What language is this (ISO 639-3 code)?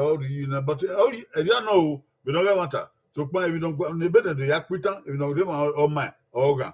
bin